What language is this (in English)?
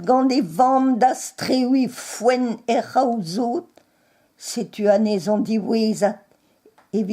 Breton